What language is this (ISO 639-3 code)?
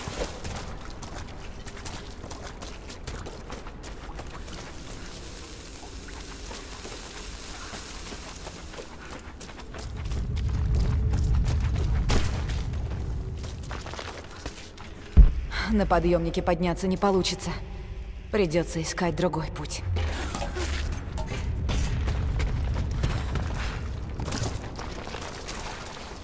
rus